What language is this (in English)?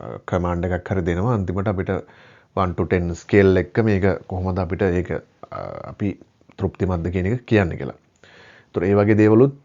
Sinhala